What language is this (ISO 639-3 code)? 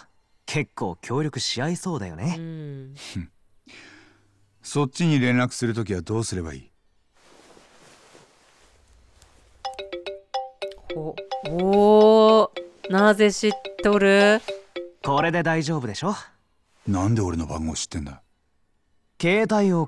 jpn